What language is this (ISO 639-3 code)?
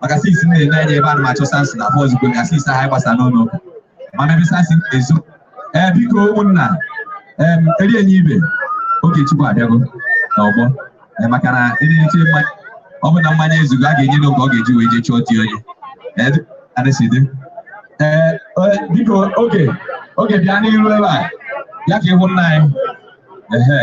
ibo